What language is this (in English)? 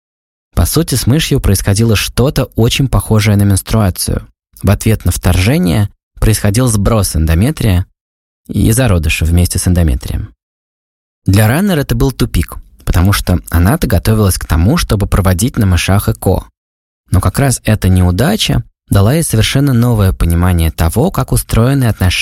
Russian